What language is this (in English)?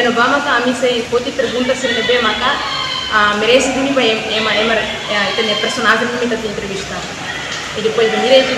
Tetum